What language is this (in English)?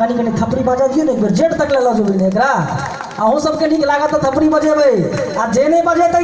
Maithili